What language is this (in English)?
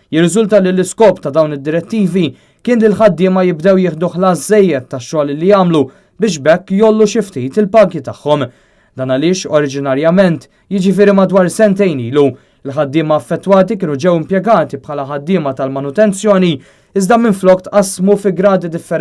Maltese